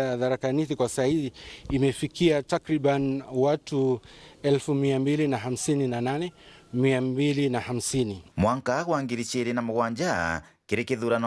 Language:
Meru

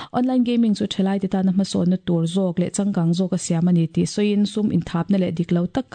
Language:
Mizo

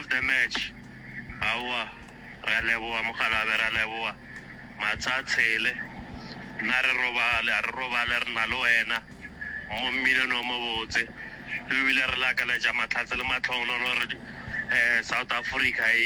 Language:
Northern Sotho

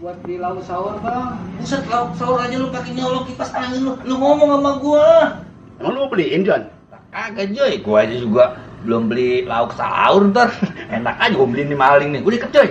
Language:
Betawi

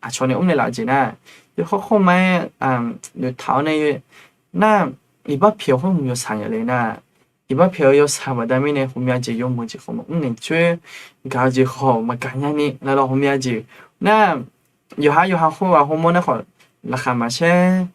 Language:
Akha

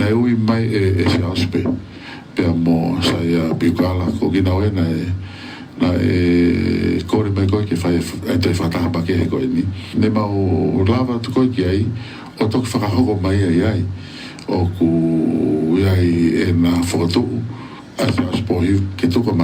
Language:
Tongan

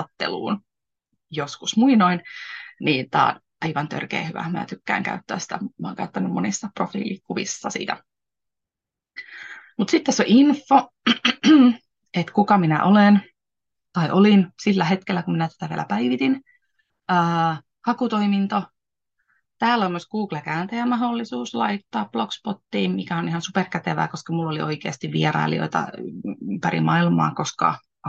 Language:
Finnish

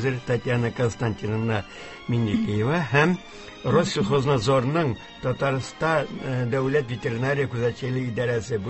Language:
Tatar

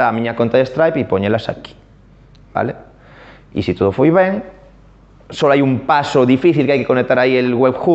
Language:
Galician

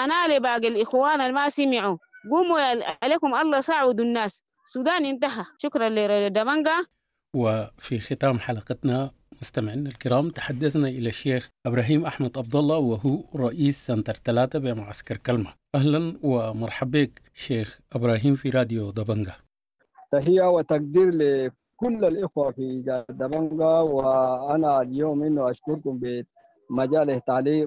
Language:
Sudanese Arabic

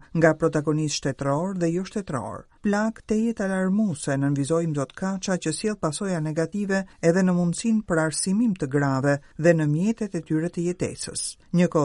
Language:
Albanian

